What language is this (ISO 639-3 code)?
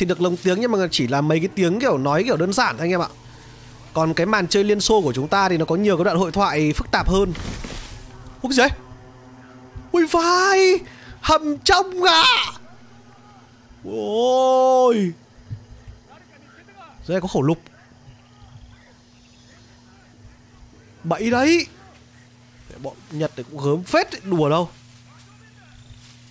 vie